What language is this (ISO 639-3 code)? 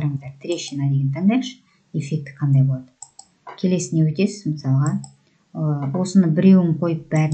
kaz